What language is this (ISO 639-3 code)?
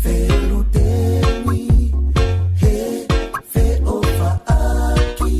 ton